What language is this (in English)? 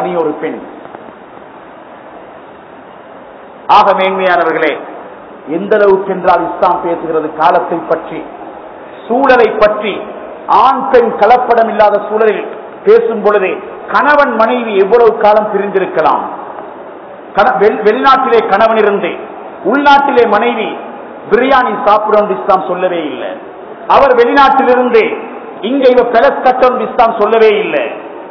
Tamil